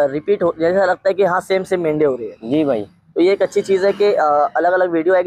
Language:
Hindi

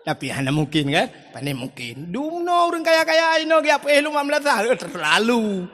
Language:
Achinese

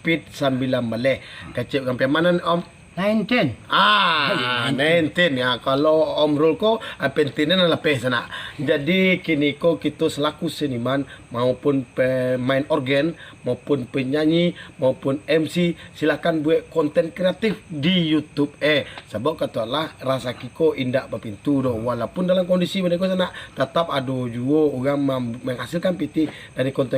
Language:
Minangkabau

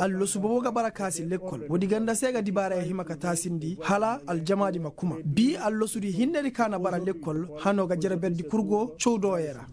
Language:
Koyraboro Senni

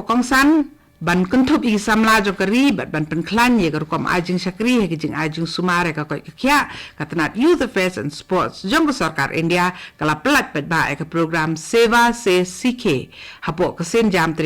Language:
Khasi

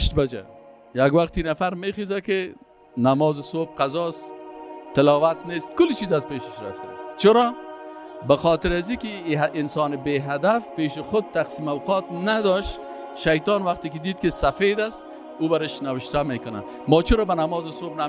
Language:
Persian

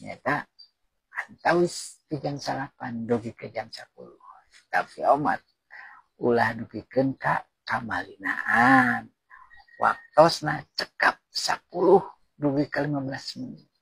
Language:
Sundanese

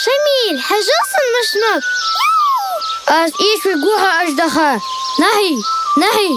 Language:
Ingush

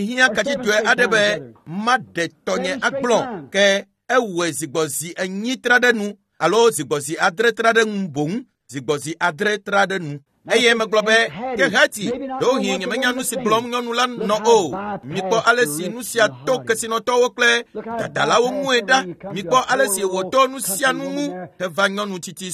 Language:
Ewe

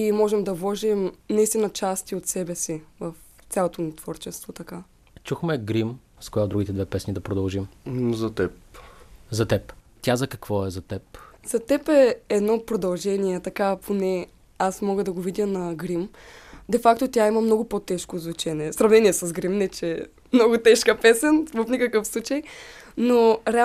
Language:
Bulgarian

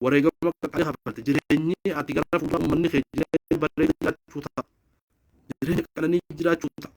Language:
Oromo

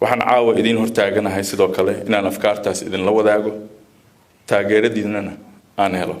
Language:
Somali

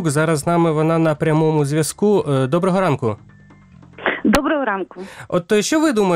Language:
Ukrainian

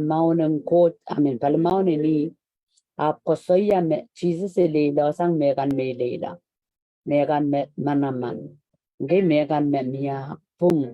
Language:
Pohnpeian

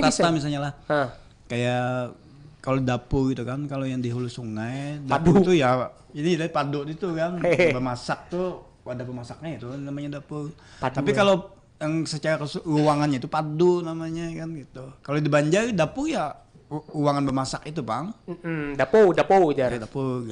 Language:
Banjar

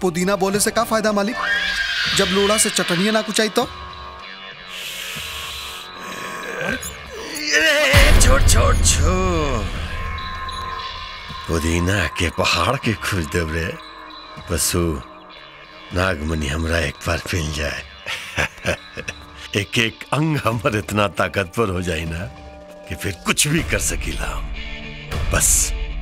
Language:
Bhojpuri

